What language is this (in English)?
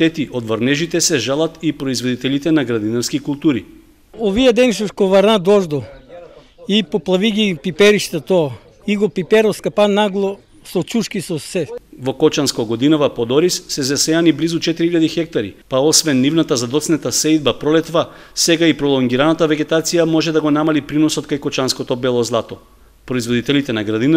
Macedonian